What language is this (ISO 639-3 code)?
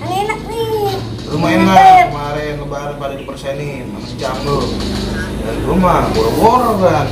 bew